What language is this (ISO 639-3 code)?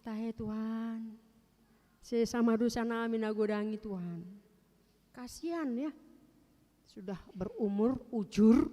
bbc